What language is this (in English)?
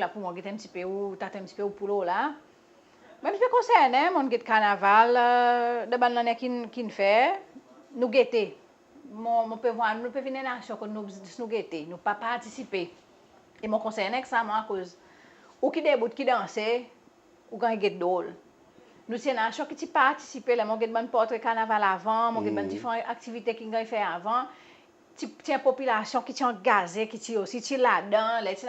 Seselwa Creole French